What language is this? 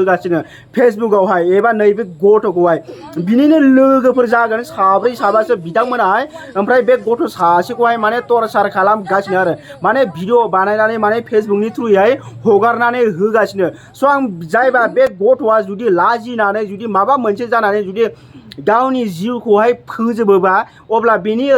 Bodo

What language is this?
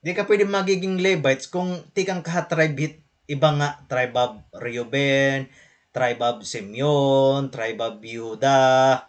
Waray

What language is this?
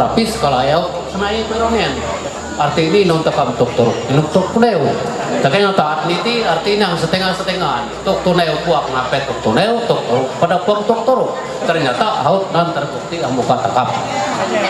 Ma'anyan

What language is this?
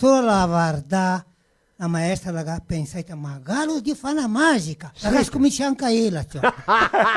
Venetian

